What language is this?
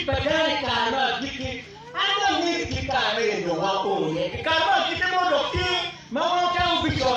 Acoli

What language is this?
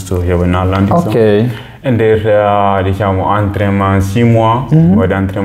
Fula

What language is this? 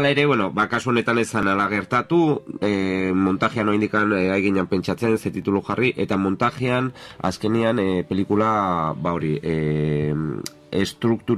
Basque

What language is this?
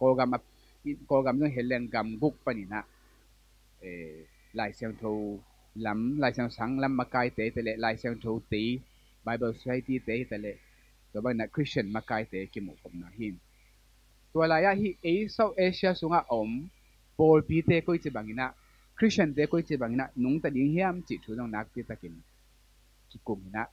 Tedim Chin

